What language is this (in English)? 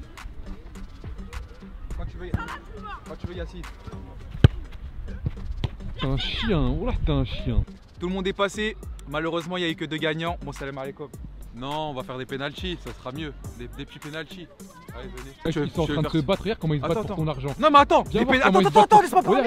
French